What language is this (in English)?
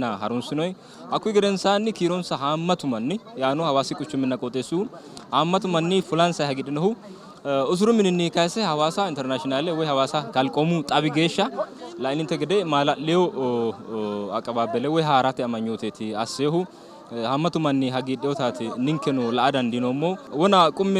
Sidamo